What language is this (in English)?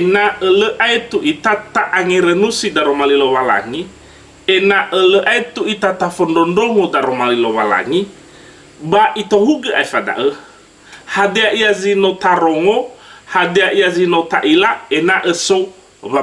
Nias